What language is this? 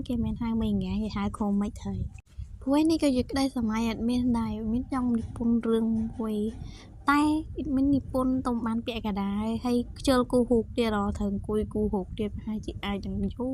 Khmer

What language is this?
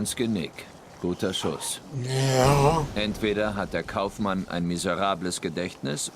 Swiss German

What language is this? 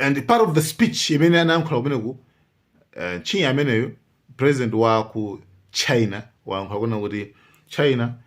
Nyanja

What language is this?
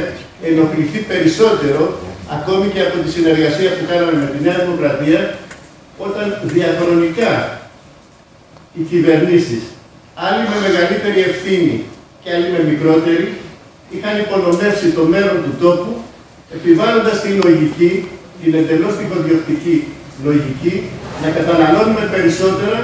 Greek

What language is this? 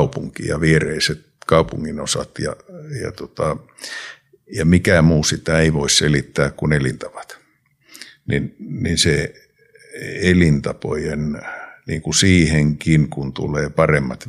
Finnish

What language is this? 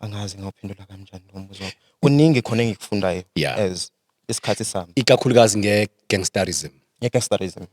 Zulu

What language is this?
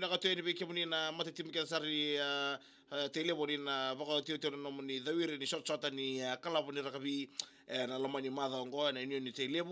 Fijian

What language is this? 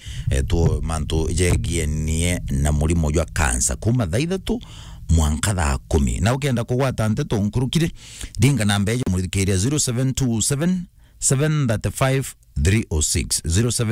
Meru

